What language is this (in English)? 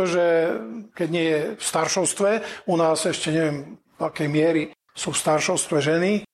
Slovak